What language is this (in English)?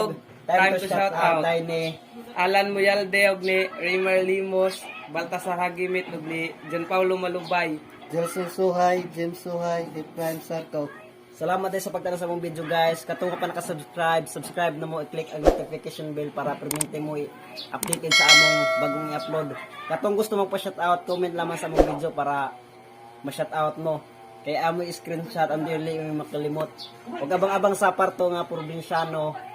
Cebuano